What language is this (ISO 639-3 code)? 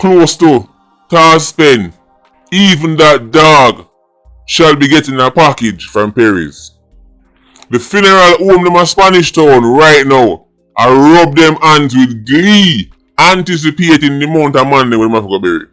jam